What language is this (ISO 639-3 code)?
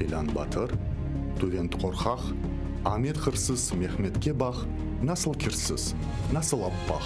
crh